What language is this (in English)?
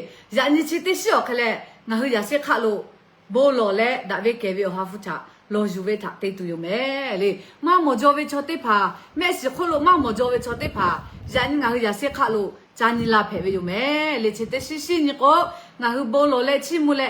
Lahu